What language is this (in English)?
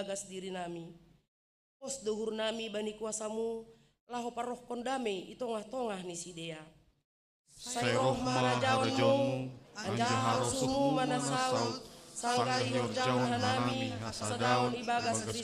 Batak Simalungun